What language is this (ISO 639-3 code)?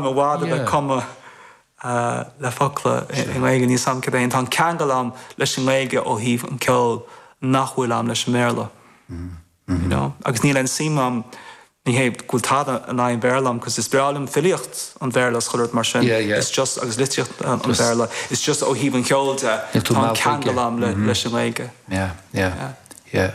gle